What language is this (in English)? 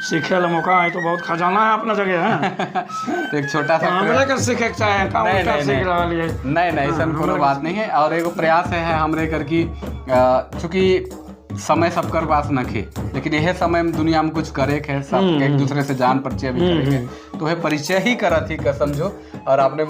Sadri